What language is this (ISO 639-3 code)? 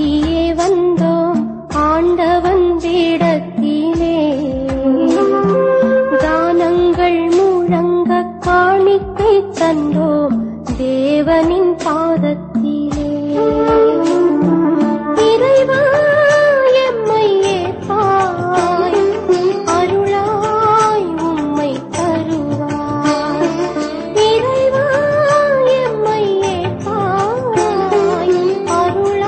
tam